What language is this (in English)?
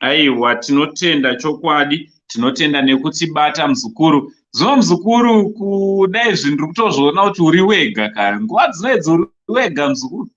Shona